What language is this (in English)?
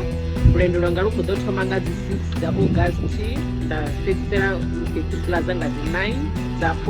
Venda